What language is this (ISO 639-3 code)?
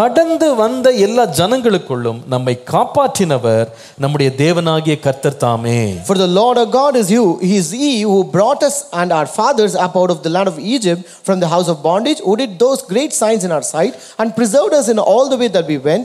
tam